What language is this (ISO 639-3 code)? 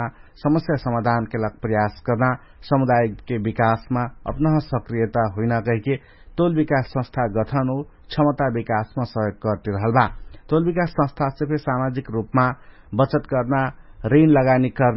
thl